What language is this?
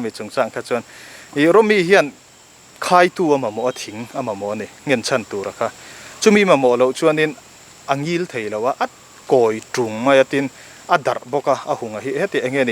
Mizo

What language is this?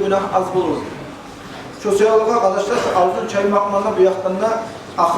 Kumyk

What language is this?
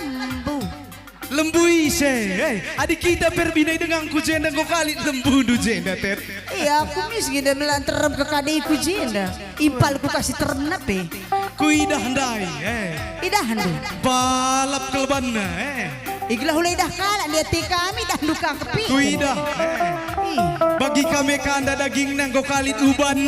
Batak Karo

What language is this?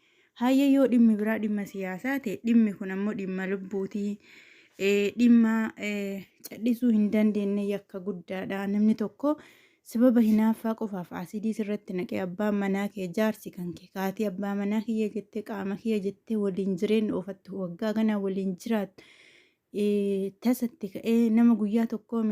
Oromo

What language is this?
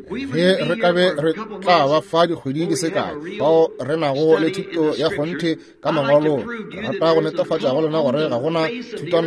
Northern Sotho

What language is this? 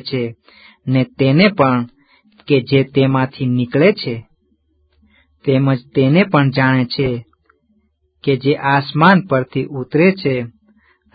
Gujarati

